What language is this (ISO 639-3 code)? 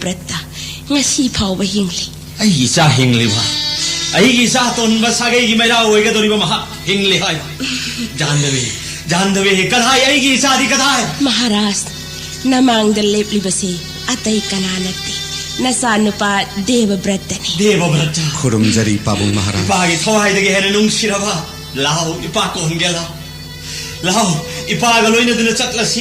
mni